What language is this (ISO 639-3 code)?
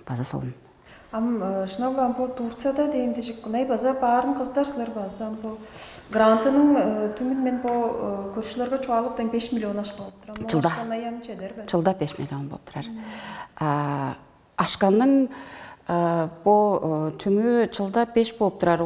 tyv